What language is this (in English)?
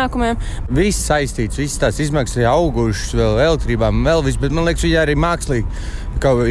Latvian